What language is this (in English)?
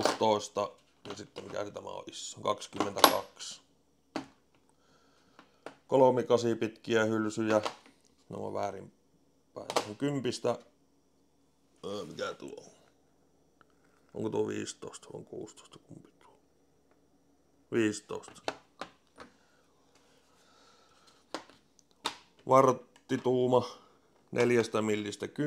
Finnish